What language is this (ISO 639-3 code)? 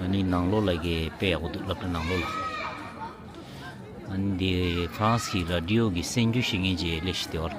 bod